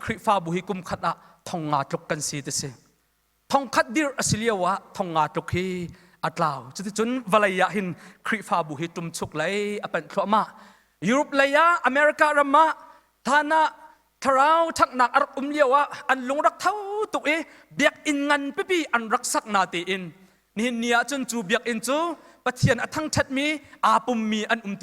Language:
Hakha Chin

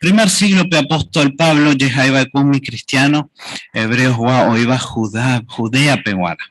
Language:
Guarani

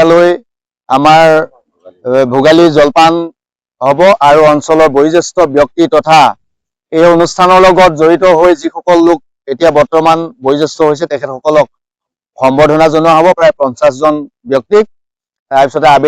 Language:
Assamese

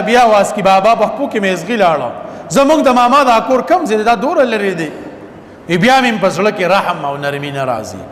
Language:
Pashto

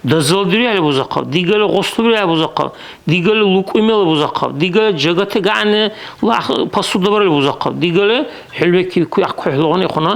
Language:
Dargwa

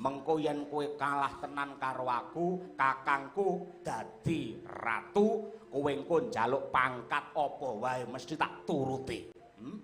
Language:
Javanese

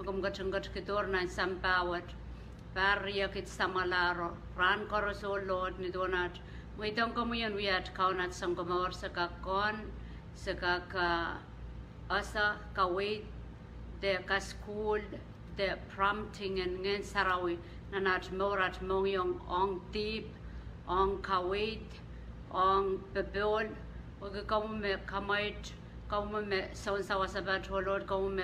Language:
Pohnpeian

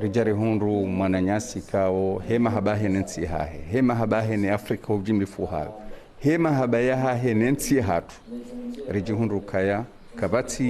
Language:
Ngazidja Comorian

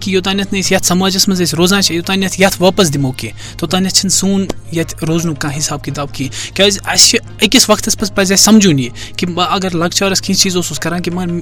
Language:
Kashmiri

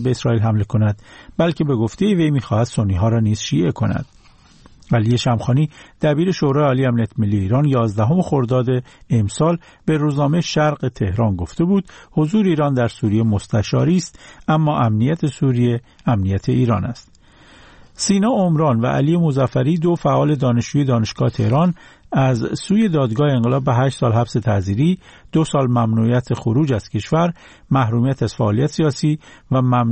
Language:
Persian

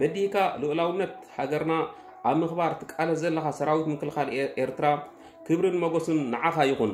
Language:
Tigrinya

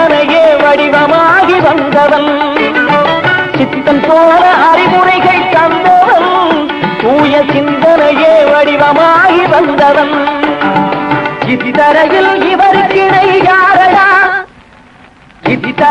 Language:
Tamil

